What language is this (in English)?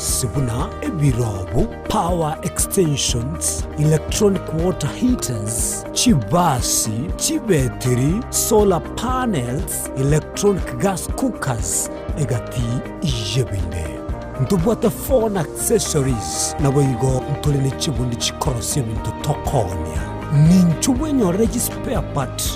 Gusii